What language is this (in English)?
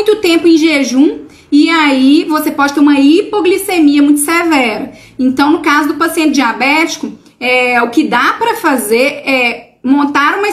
Portuguese